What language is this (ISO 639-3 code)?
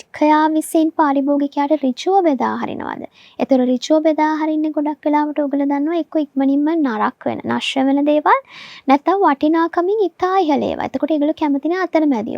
sin